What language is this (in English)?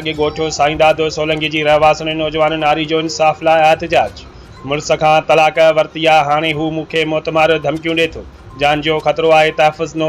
Sindhi